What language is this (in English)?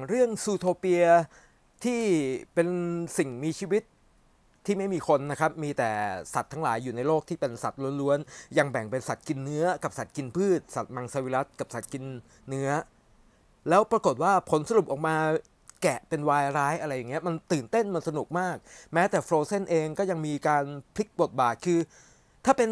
Thai